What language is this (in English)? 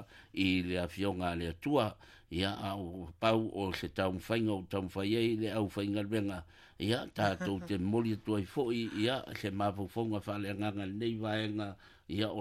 Samoan